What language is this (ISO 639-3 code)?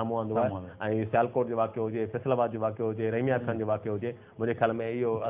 snd